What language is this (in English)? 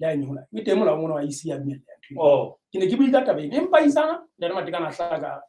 Southern Sotho